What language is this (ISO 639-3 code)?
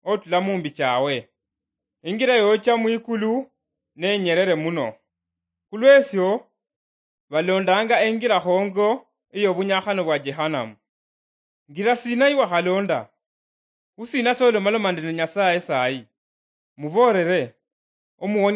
luy